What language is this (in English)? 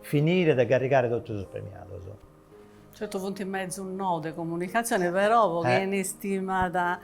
Sardinian